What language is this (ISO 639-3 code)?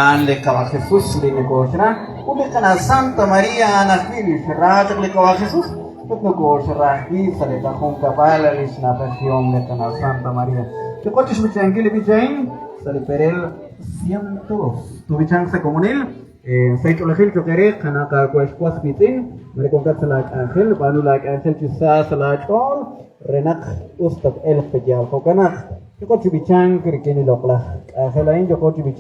kek